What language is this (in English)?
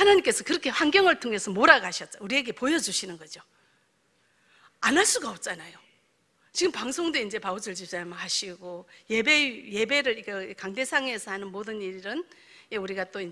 Korean